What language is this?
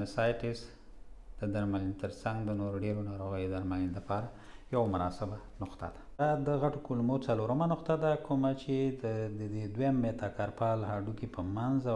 Pashto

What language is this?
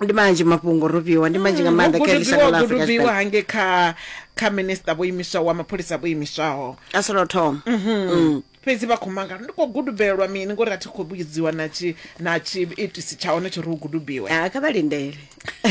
Venda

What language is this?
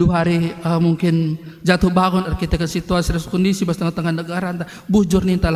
Batak Karo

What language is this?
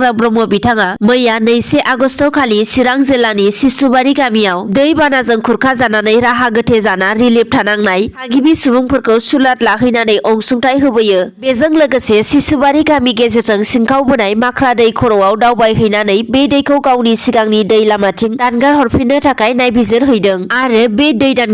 Bodo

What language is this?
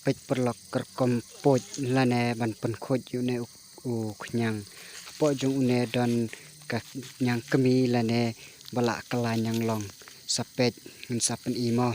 Khasi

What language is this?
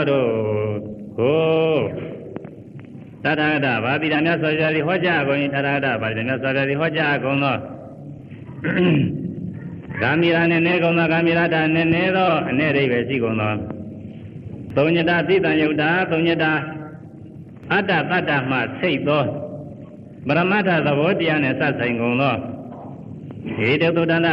Burmese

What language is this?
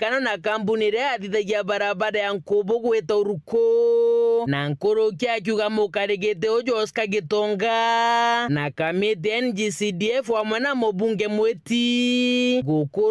Meru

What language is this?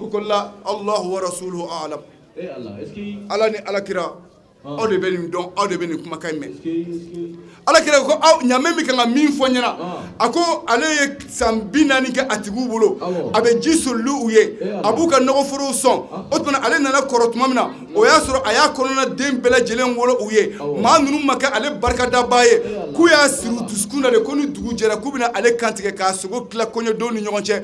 Bambara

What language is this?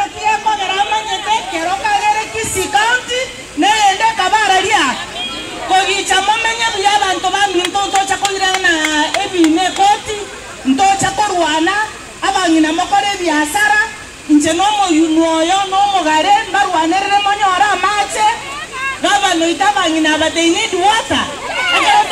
Gusii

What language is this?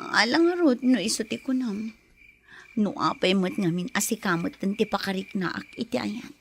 Iloko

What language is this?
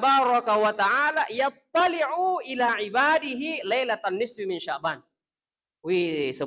Buginese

